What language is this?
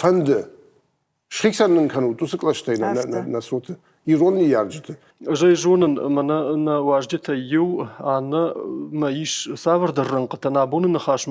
Ossetic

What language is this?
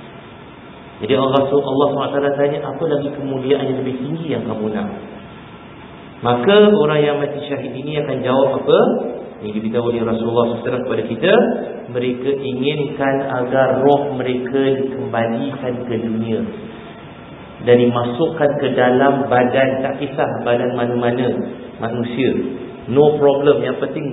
Malay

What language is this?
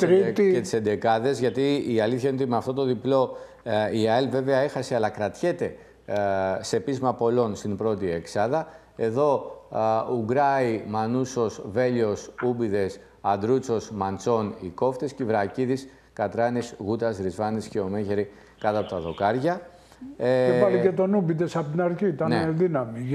Greek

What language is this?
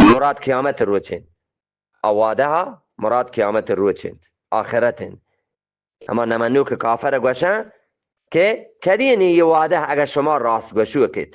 Eastern Balochi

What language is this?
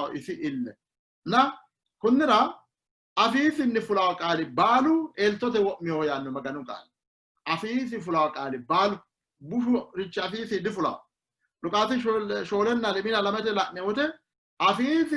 Sidamo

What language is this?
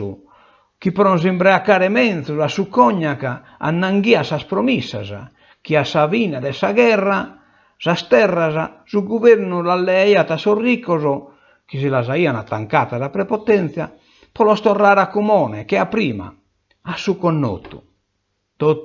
Sardinian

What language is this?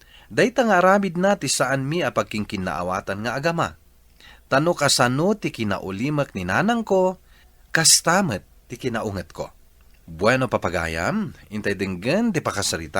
Iloko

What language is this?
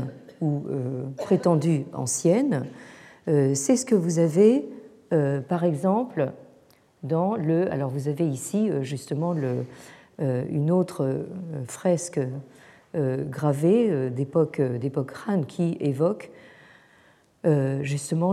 French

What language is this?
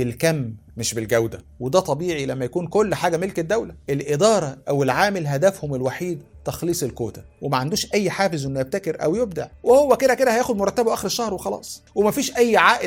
Egyptian Arabic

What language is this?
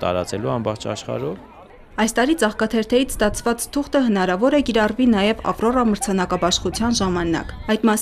Armenian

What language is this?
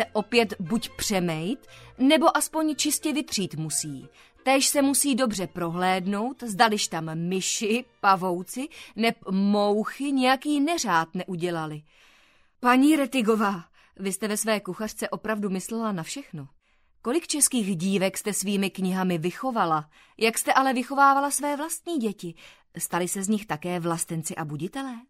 Czech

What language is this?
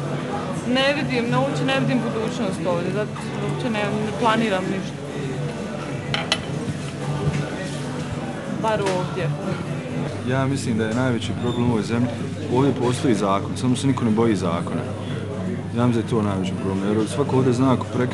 Bosnian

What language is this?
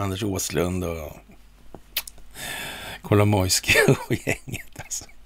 Swedish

